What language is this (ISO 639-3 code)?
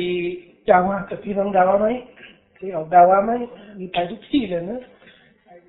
tha